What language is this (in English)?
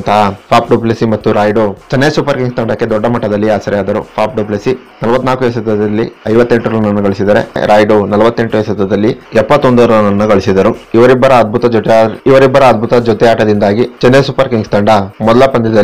Kannada